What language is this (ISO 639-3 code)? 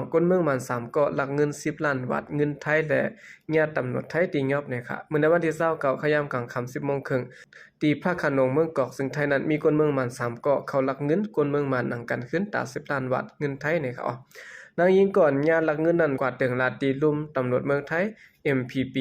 shn